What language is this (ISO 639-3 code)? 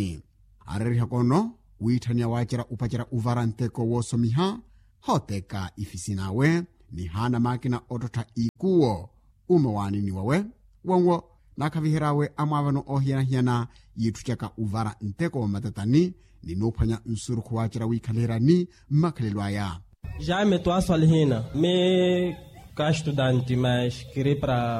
vmw